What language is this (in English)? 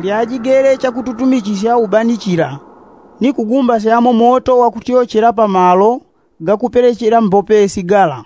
Yao